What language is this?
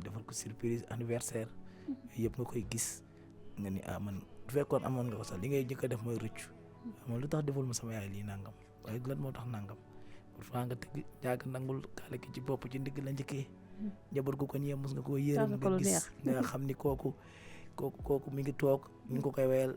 Wolof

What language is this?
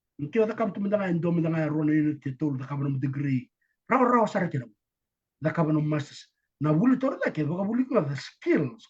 Fijian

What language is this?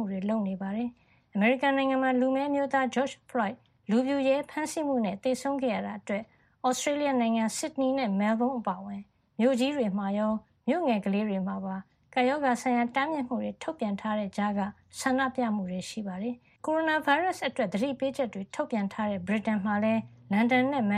Burmese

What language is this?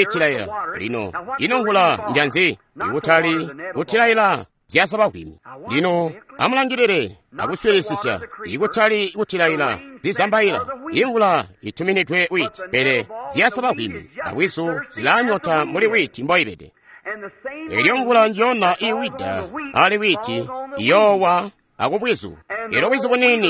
Tonga (Zambia)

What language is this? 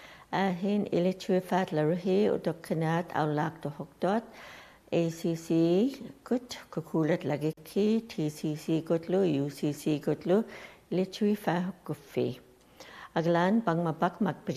Western Canadian Inuktitut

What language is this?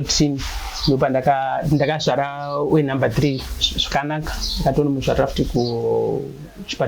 Shona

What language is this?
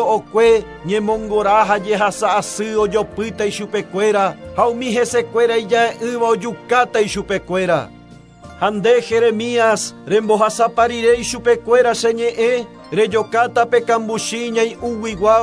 Guarani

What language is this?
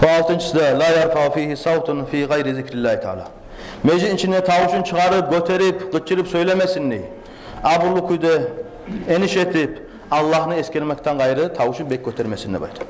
Kumyk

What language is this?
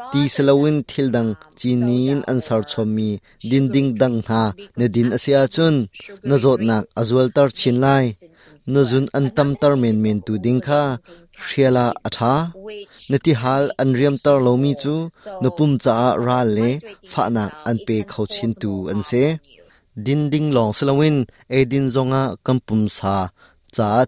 Hakha Chin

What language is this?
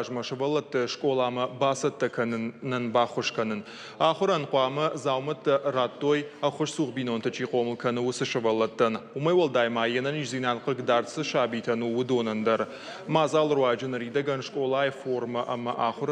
Ossetic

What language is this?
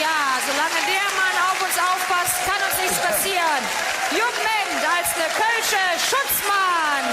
Colognian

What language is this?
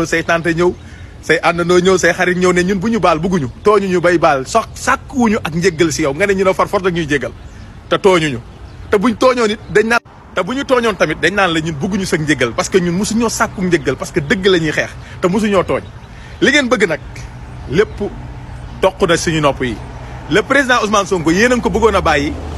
Wolof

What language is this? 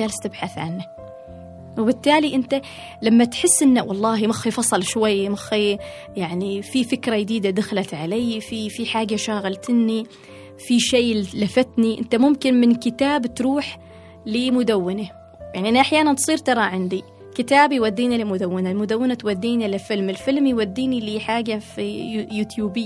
Gulf Arabic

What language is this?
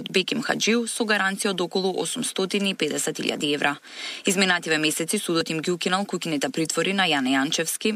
Macedonian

